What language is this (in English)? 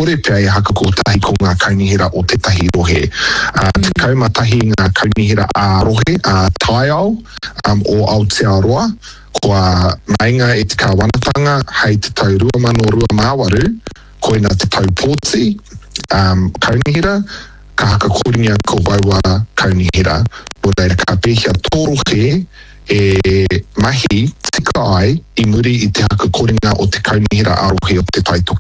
Māori